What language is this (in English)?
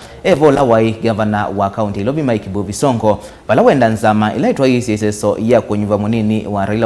Kamba